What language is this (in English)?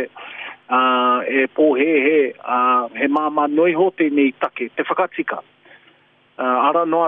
Māori